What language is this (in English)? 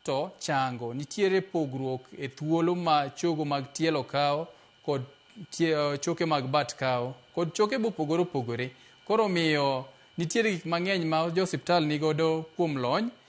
Luo (Kenya and Tanzania)